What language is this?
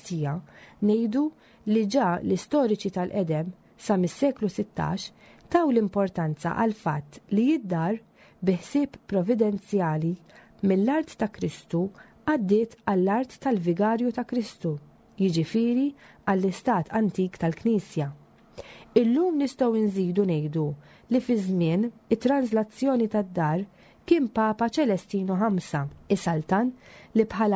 Maltese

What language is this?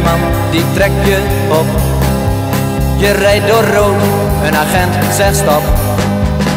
Dutch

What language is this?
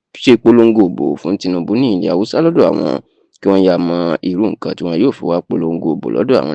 Yoruba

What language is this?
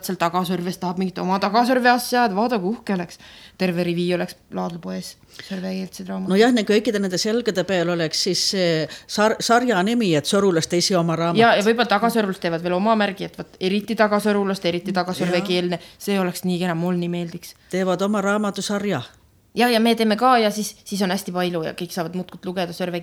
Estonian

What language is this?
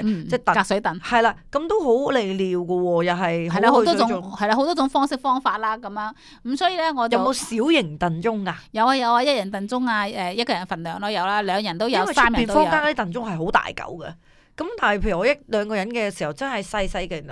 Cantonese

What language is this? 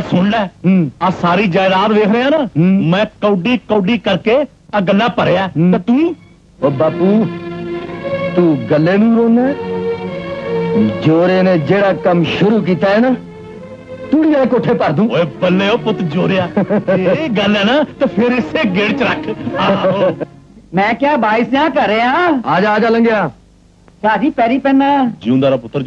Punjabi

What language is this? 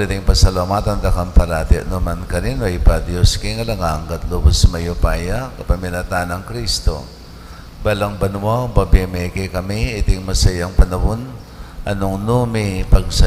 Pampanga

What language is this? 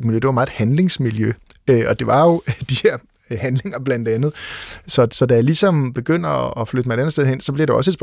Danish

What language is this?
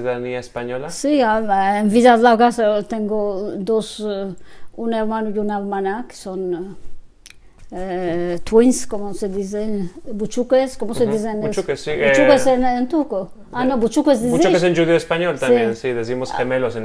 Ladino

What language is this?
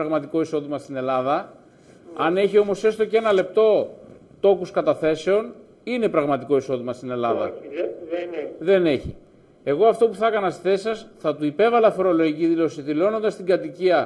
Greek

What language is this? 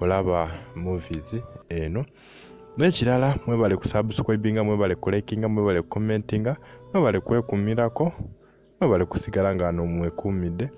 Ganda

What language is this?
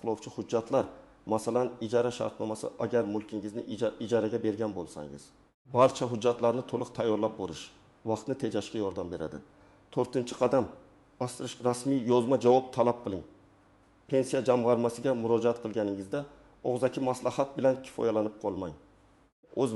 Uzbek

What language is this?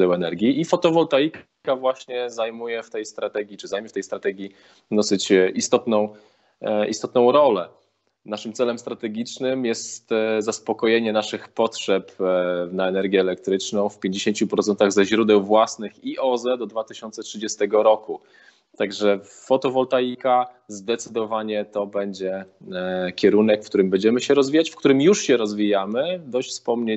Polish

